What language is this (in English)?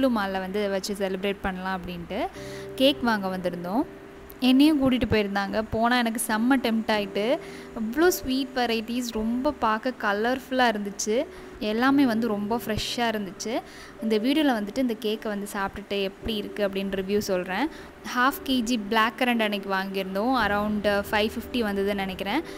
Tamil